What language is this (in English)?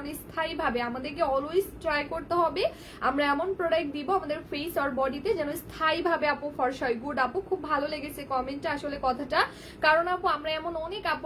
Bangla